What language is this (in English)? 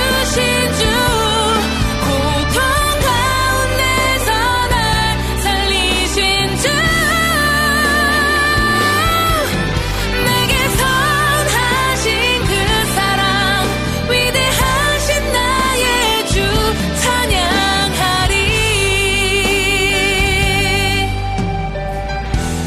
Korean